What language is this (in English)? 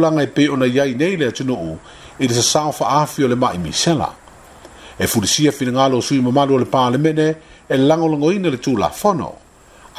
Samoan